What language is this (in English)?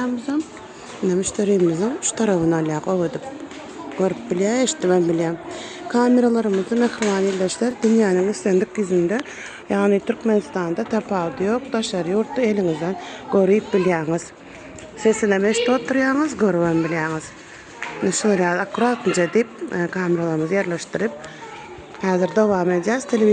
Turkmen